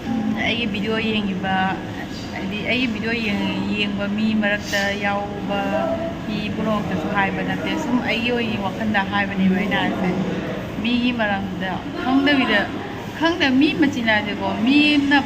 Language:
Manipuri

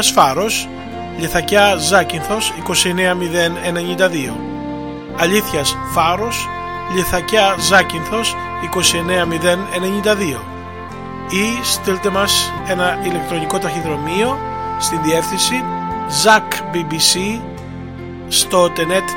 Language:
Greek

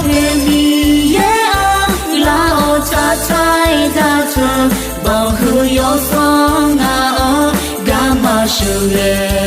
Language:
Akha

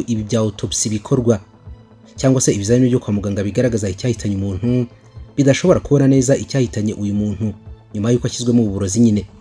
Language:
Kinyarwanda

